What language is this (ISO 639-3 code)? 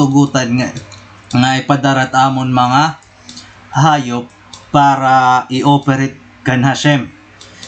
war